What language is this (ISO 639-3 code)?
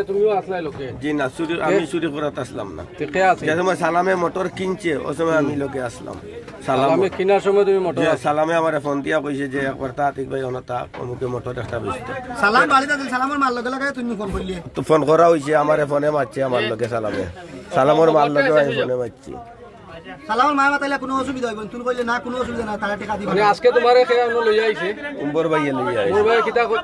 syl